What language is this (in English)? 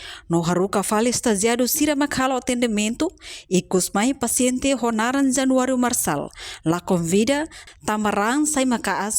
Tetum